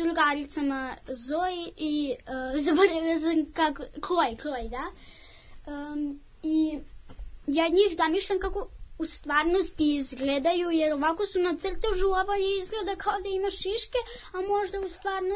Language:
Serbian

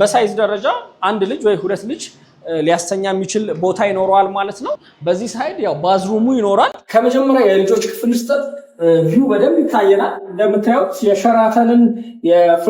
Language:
Amharic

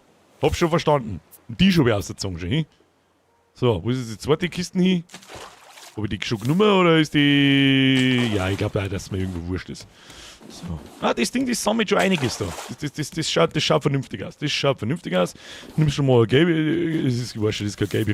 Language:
Bavarian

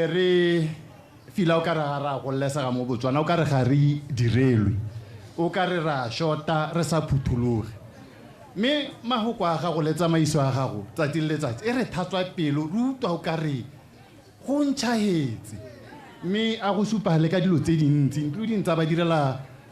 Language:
Tswana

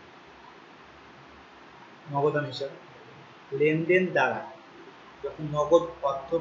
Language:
Bangla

